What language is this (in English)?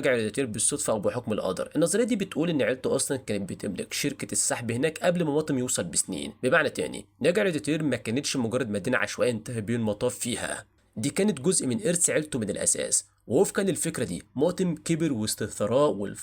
Egyptian Arabic